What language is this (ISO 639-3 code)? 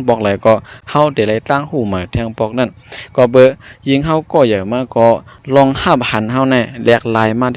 shn